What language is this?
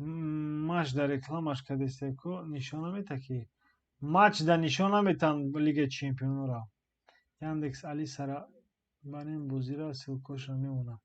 Tajik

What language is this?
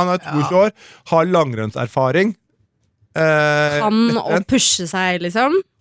Norwegian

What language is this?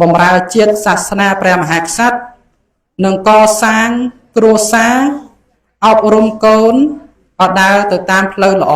Khmer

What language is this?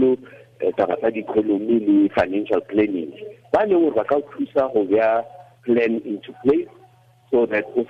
Tswana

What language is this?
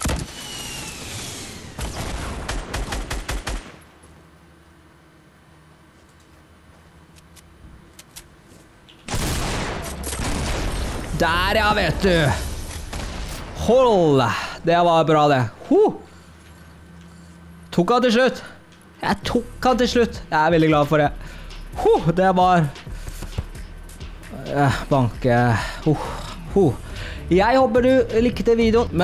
Norwegian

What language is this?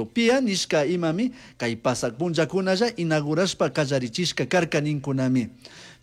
Chimborazo Highland Quichua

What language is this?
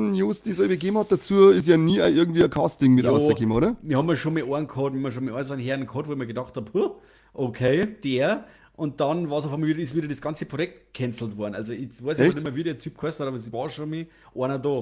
Bavarian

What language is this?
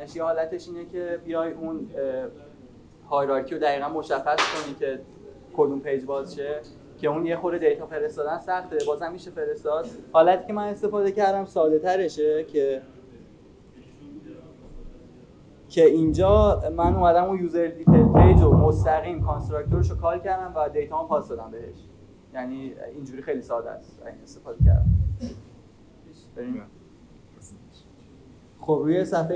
Persian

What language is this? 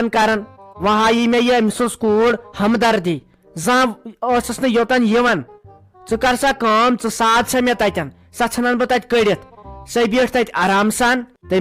Kashmiri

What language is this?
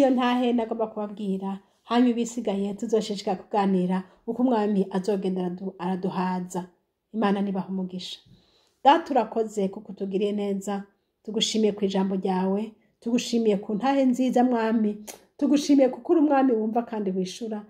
Rundi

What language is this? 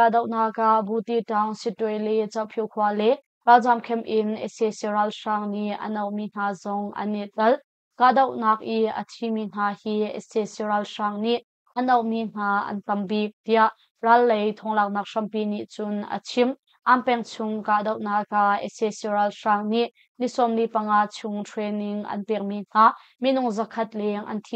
Hakha Chin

